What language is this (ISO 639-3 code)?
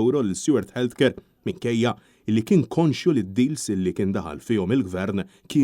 mlt